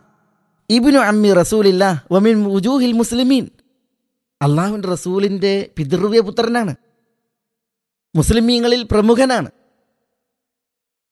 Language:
Malayalam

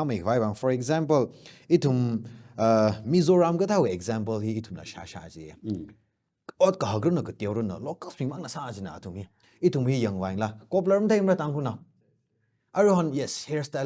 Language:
Tangkhul Naga (India)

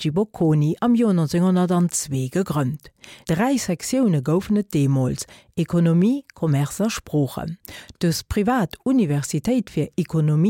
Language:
Luxembourgish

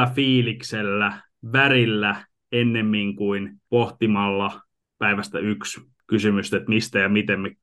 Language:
Finnish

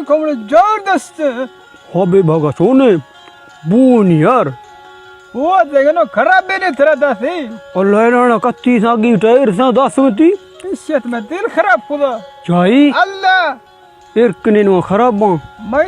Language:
Baluchi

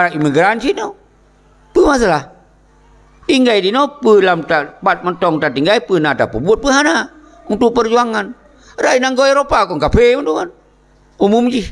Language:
Achinese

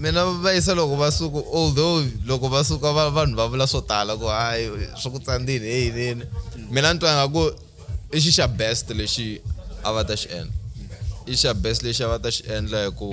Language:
Tsonga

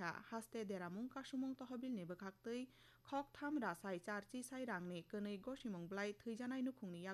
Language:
Kok Borok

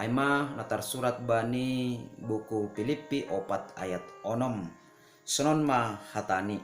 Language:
Batak Simalungun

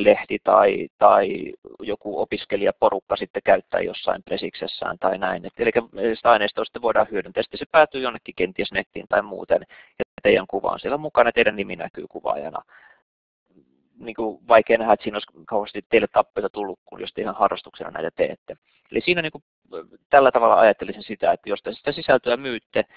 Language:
Finnish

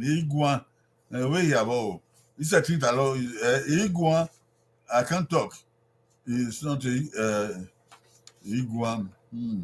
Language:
Bini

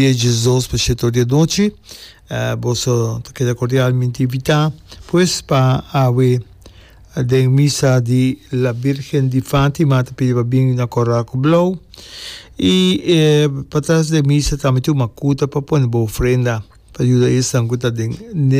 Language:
Papiamento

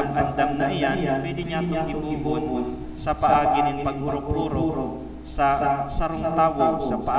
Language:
Bikol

